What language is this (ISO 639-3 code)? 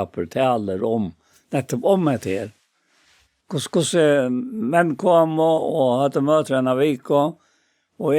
fao